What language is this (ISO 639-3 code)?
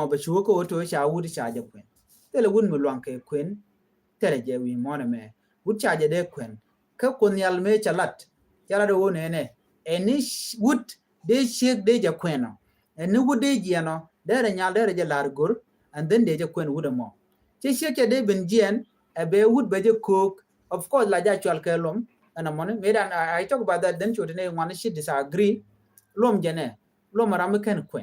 nus